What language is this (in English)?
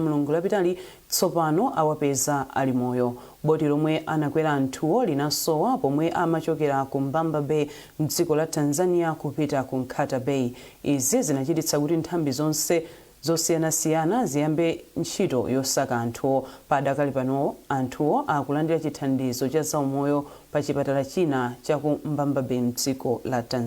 Nyanja